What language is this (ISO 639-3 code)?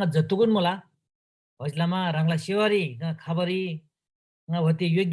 taj